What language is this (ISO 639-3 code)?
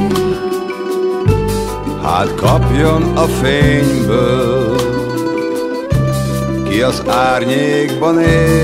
hun